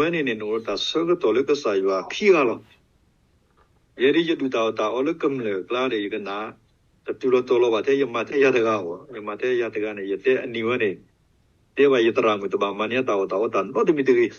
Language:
S'gaw Karen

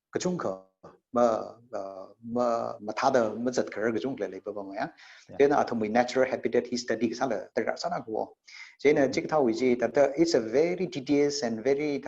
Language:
Tangkhul Naga (India)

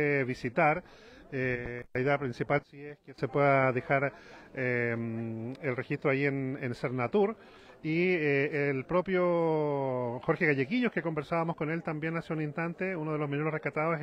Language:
Spanish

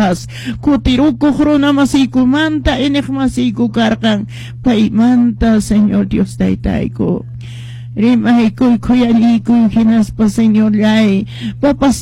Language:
Quechua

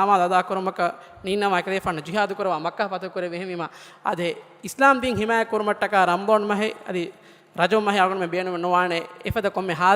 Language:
Divehi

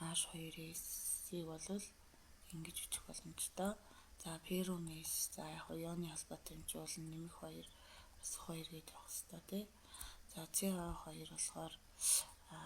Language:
Mongolian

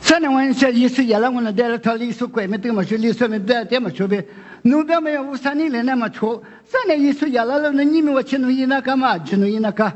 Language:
Lisu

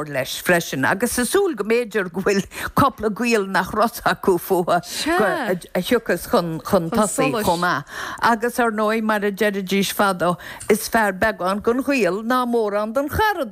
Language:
Irish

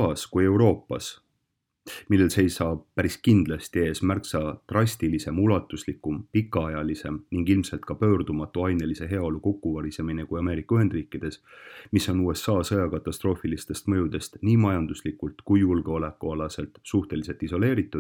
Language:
Estonian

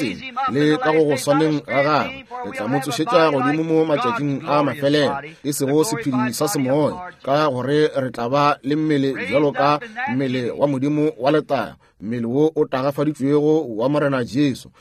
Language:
Northern Sotho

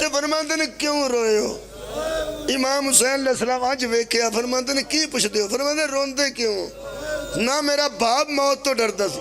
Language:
Pahari-Potwari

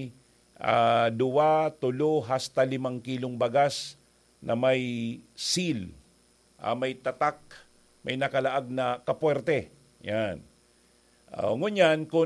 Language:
Bikol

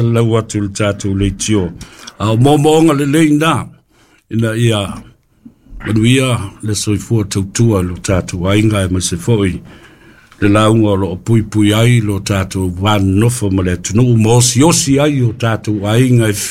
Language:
Samoan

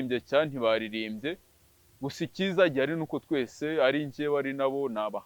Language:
Kinyarwanda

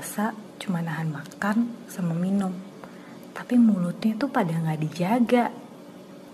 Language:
Indonesian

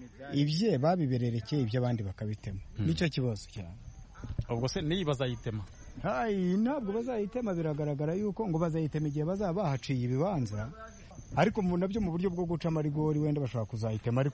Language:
Kinyarwanda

